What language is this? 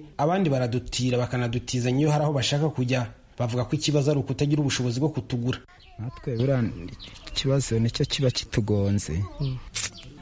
Kinyarwanda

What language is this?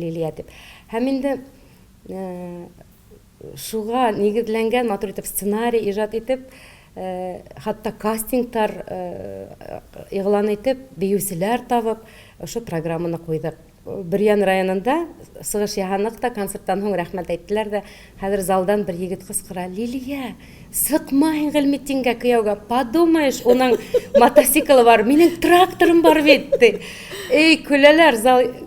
Tatar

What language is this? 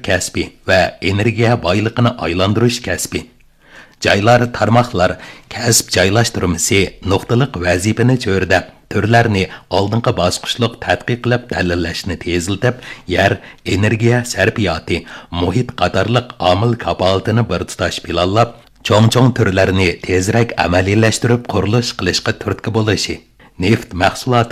Uyghur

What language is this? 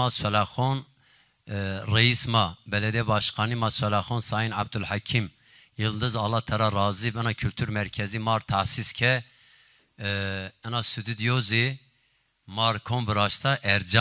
Zaza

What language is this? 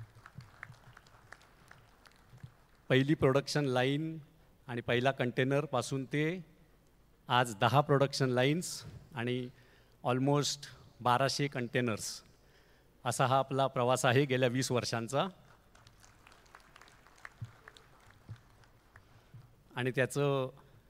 Marathi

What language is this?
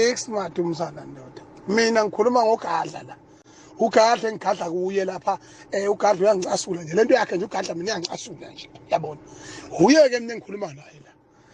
Zulu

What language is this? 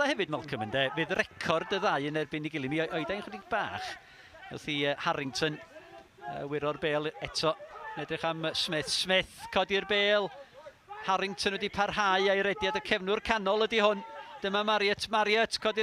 Welsh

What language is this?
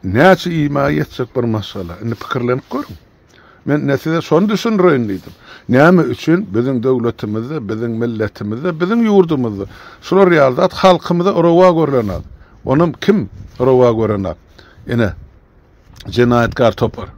Turkmen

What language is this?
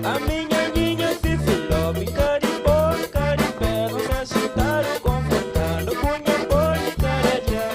Kabuverdianu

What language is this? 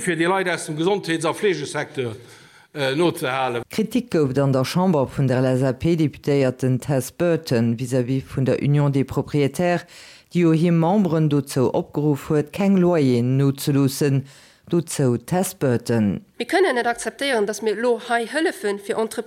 Luxembourgish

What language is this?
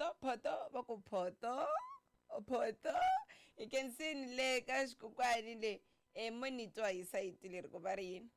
Tsonga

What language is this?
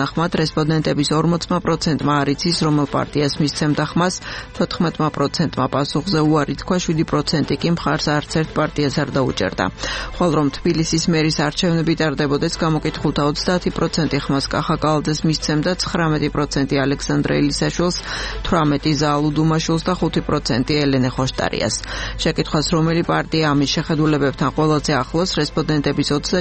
Georgian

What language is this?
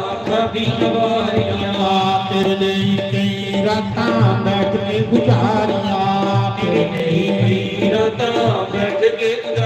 Dogri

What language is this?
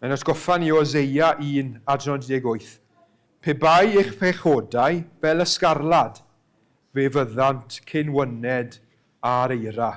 Welsh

